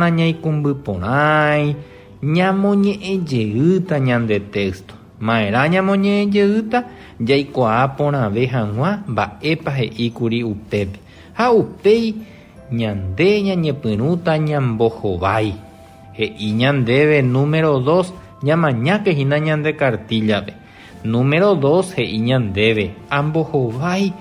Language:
Guarani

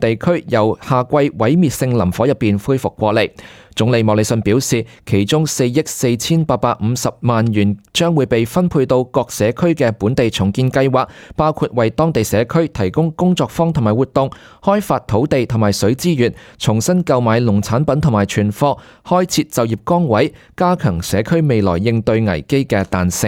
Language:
Cantonese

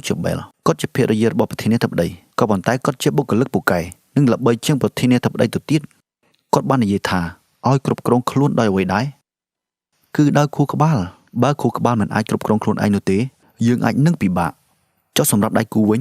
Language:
Khmer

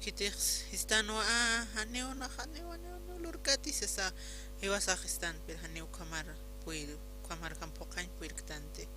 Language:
Aymara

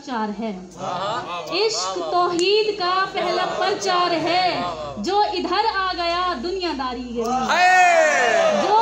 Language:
Saraiki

